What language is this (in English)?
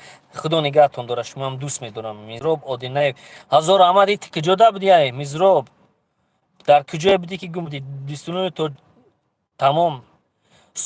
Tajik